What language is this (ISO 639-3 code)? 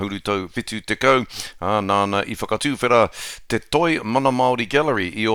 mri